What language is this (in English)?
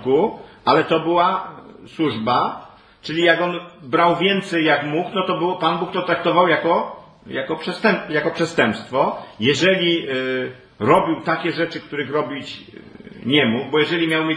Polish